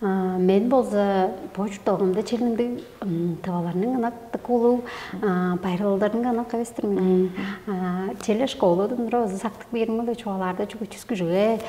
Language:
Tuvinian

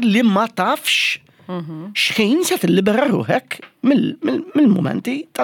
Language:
Maltese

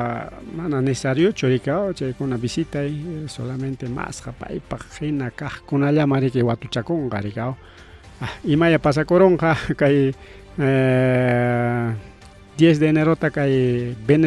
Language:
Ayacucho Quechua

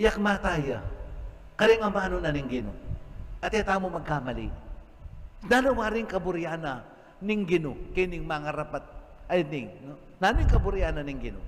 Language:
Pampanga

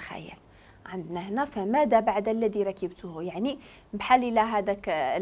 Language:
Moroccan Arabic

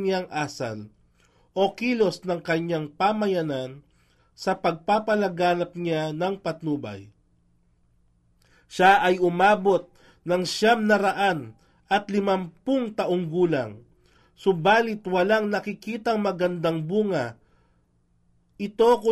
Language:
Filipino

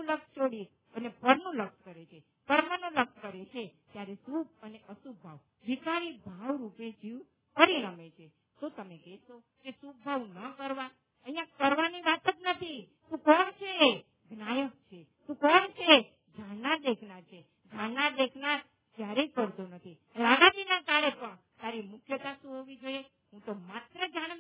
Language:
Gujarati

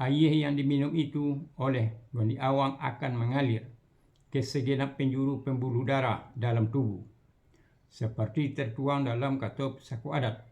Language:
Minangkabau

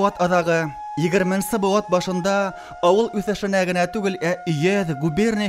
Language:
Bashkir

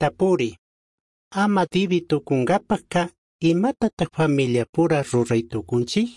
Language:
Chimborazo Highland Quichua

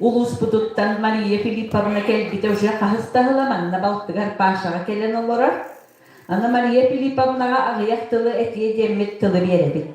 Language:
Yakut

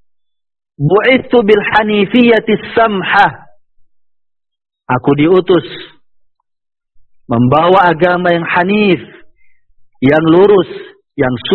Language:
Indonesian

